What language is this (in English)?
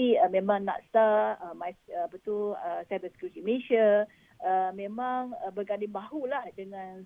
Malay